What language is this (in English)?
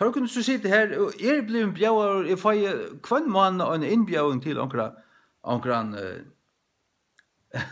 Faroese